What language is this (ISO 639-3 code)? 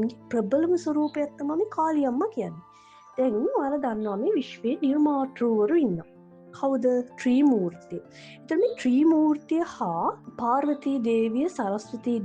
sin